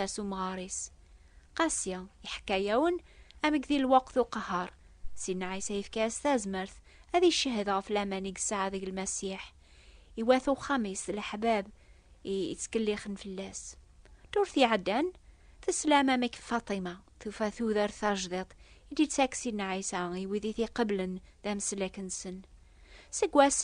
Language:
Kabyle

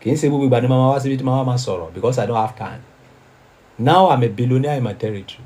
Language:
Yoruba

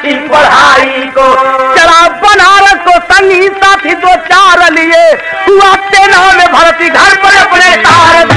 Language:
Bhojpuri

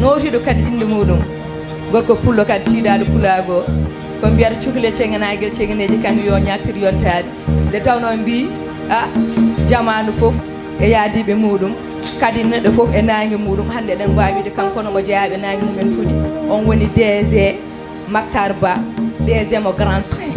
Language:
Fula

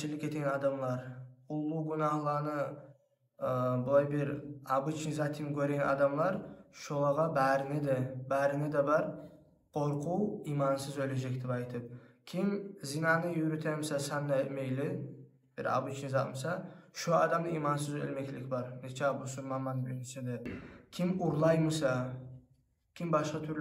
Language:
Kumyk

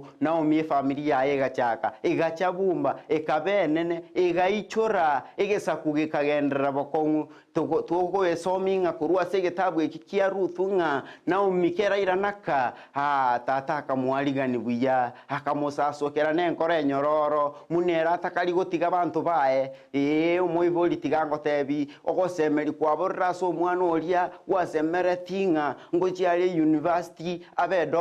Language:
Gusii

